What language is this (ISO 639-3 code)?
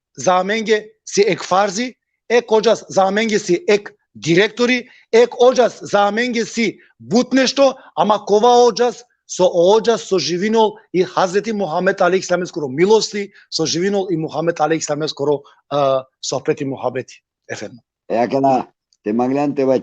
rmn